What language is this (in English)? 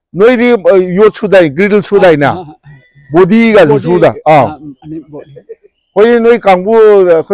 Manipuri